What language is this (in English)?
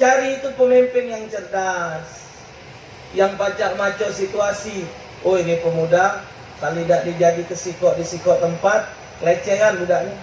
Musi